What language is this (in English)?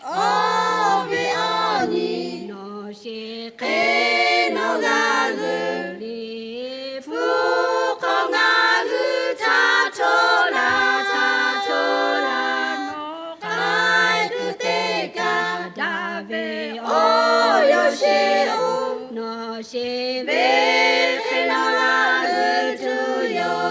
Lahu